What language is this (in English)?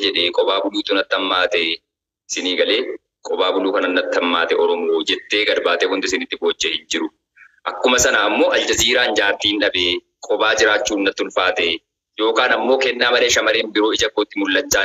Oromo